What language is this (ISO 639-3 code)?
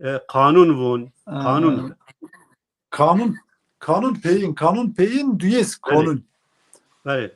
zza